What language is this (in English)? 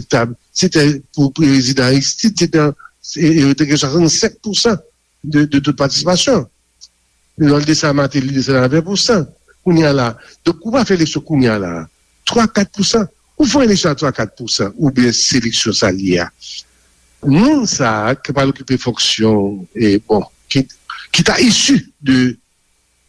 Haitian Creole